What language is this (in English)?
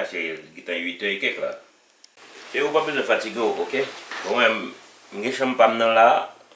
Haitian Creole